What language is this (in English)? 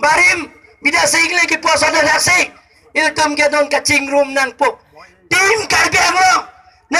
Karbi